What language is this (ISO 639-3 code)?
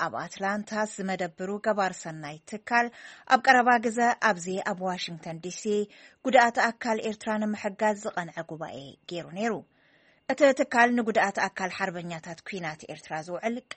tir